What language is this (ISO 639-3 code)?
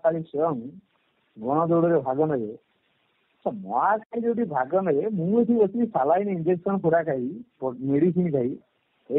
ori